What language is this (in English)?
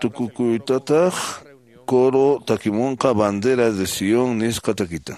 Quechua